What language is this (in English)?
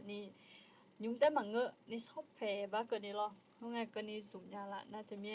Akha